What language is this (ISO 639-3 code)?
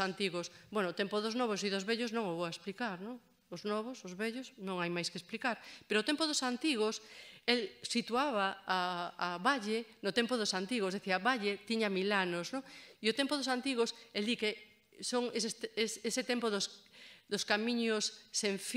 glg